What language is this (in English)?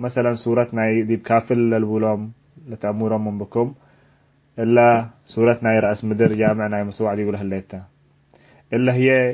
Tigre